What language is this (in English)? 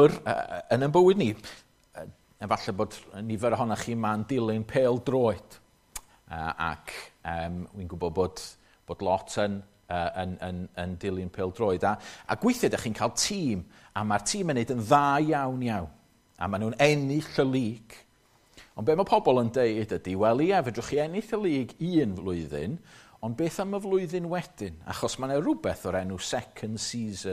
Welsh